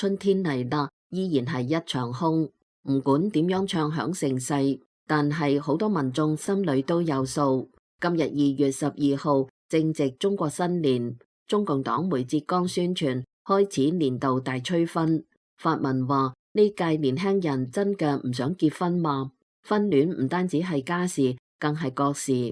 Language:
Cantonese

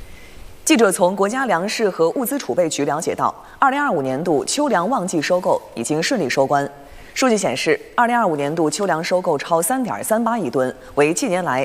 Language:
Chinese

